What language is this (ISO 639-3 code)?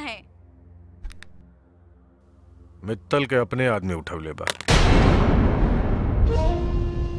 bho